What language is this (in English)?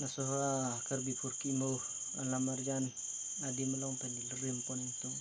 Karbi